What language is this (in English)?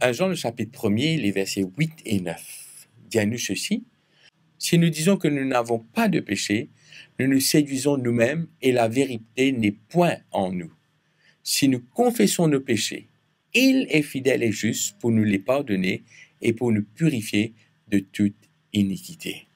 Morisyen